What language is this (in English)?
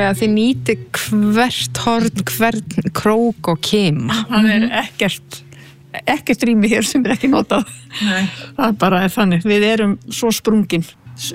Icelandic